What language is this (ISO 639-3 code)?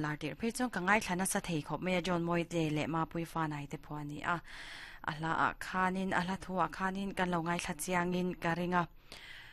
lus